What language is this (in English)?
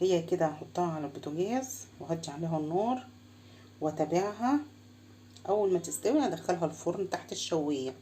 Egyptian Arabic